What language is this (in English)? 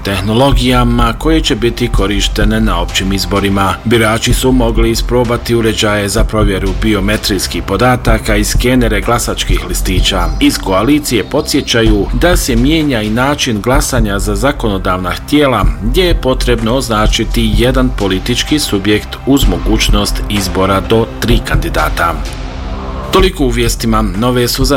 Bosnian